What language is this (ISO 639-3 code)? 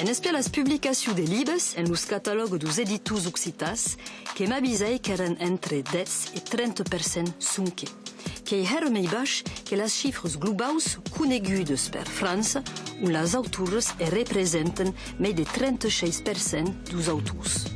oci